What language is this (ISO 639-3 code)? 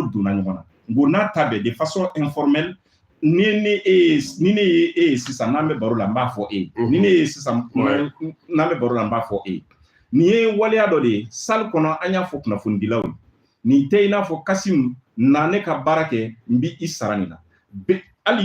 bam